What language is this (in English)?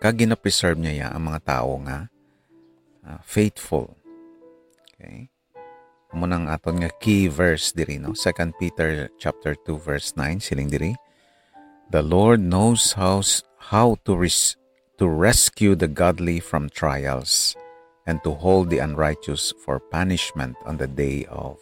Hiligaynon